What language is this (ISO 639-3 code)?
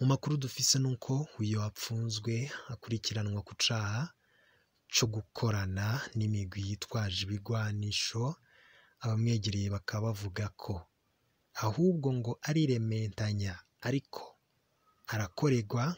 run